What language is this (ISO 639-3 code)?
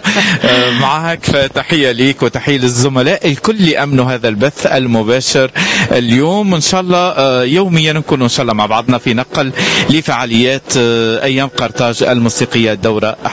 aeb